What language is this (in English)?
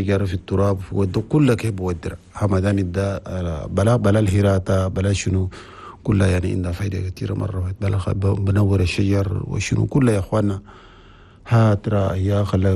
Chadian Arabic